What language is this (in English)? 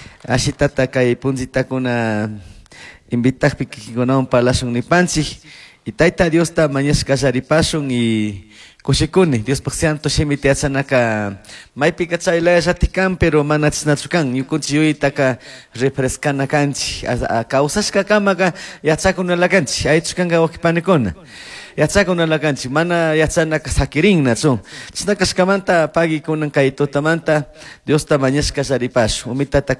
Chimborazo Highland Quichua